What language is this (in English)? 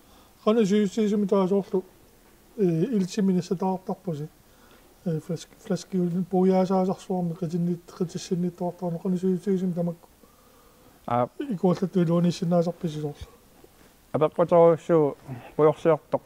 Kalaallisut